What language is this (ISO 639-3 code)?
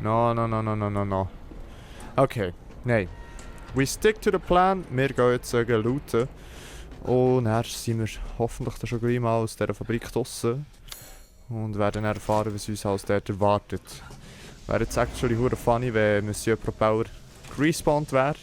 gsw